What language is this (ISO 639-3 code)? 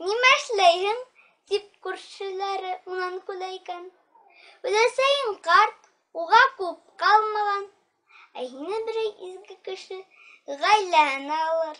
bak